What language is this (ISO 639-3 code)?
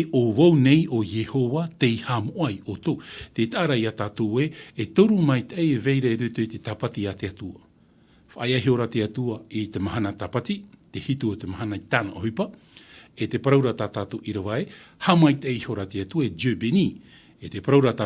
tah